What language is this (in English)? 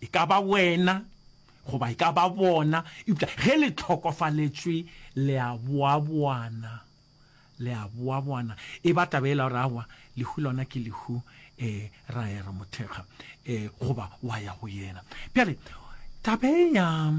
Northern Sotho